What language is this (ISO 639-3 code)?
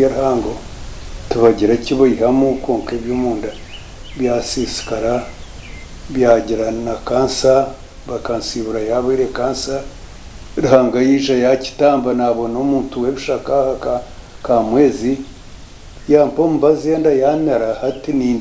nyn